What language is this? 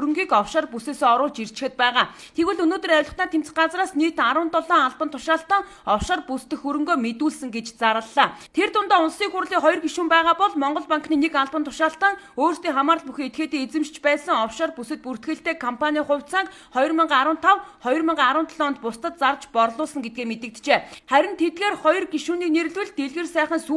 Mongolian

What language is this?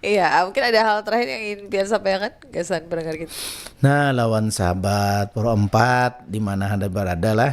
Banjar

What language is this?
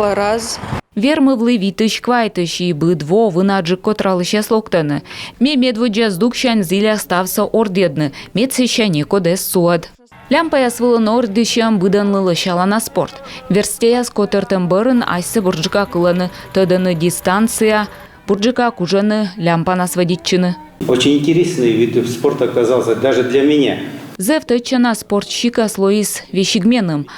Komi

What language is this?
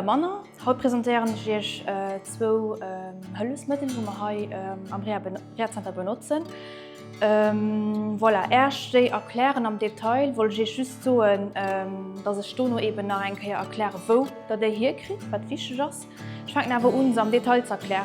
Luxembourgish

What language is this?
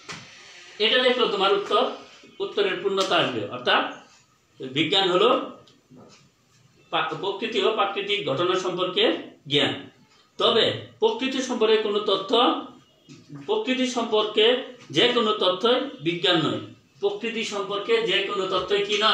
Bangla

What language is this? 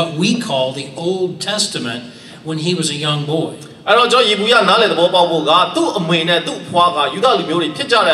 Burmese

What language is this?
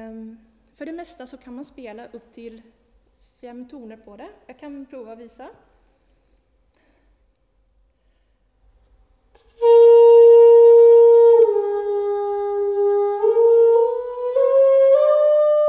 Swedish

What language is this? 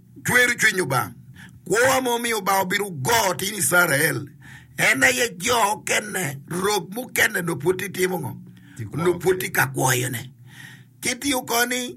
Acoli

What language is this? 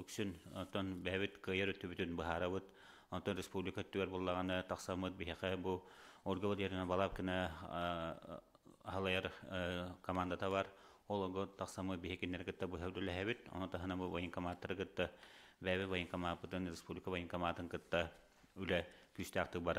Yakut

